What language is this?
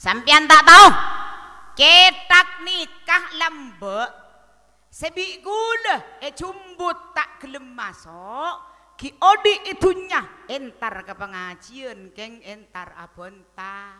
Madurese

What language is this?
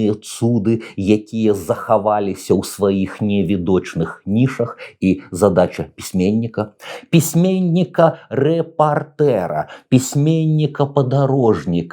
Belarusian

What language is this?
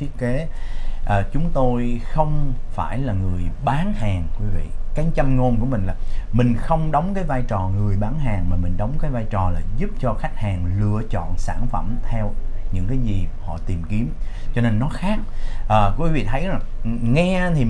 Vietnamese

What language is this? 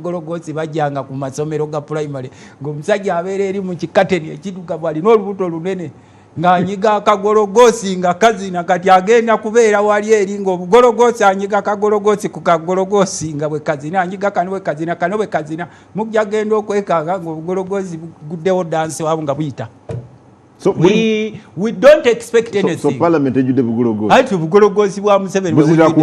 Ganda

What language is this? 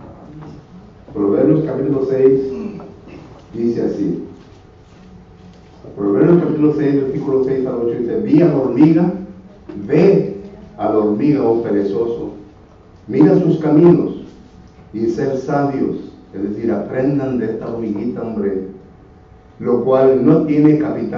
Spanish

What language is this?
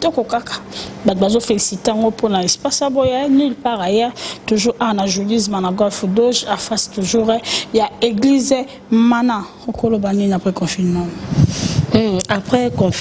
Lingala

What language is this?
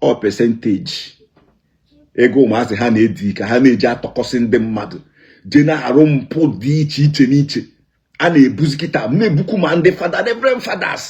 Igbo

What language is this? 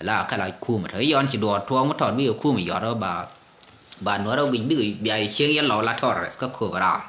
Nuer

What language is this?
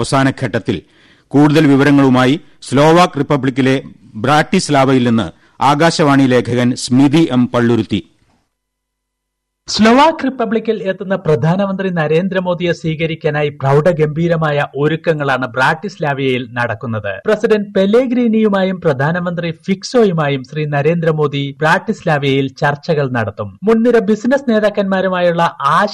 Malayalam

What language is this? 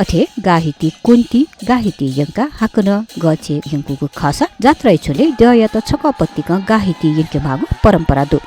Newari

